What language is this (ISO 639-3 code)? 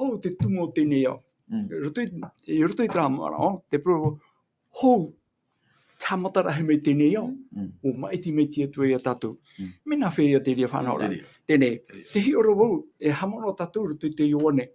tah